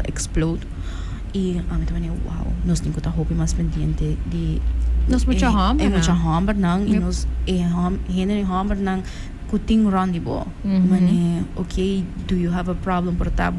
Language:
Papiamento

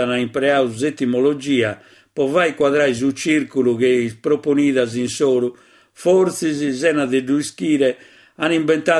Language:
Sardinian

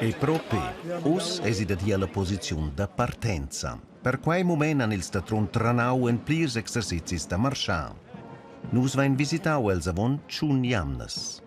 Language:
Romansh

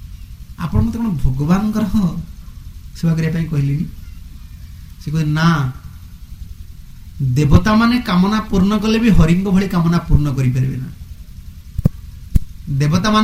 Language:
Odia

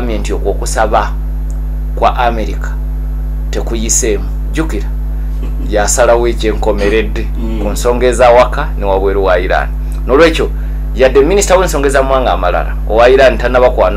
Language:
Ganda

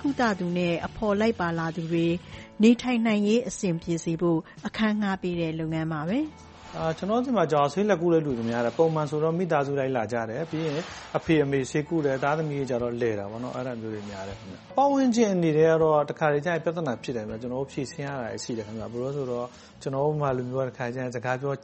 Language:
Burmese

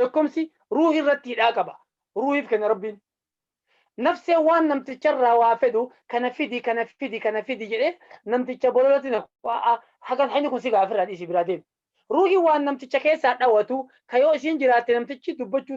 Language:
Oromo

